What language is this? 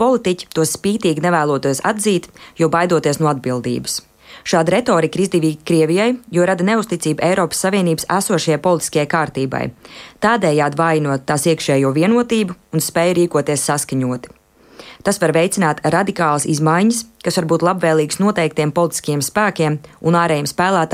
Latvian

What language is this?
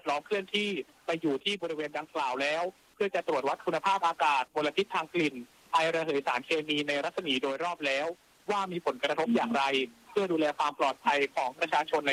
Thai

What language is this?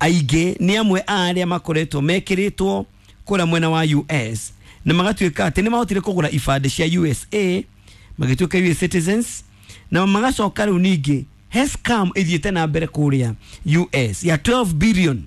Kikuyu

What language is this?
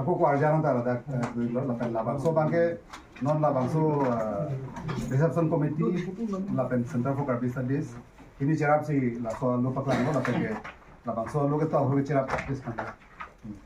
Karbi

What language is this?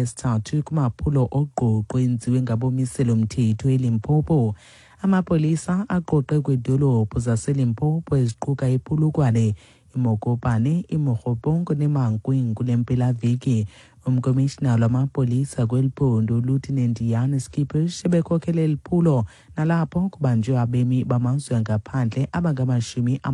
Xhosa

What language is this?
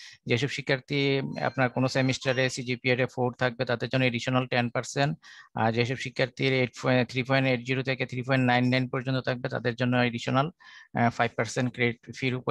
Bangla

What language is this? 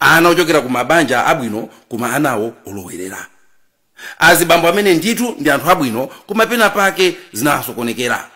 Nyanja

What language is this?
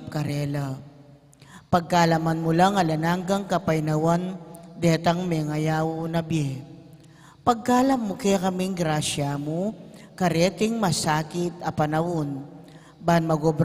Pampanga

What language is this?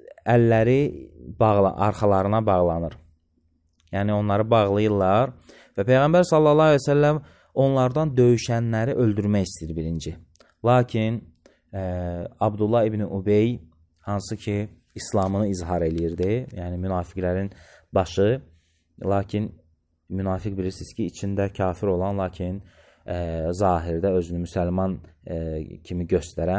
Azerbaijani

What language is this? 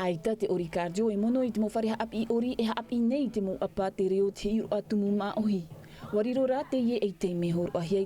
Tahitian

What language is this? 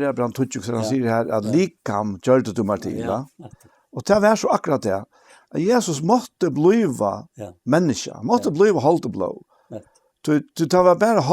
Faroese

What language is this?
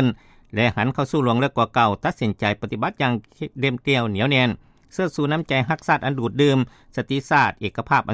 Lao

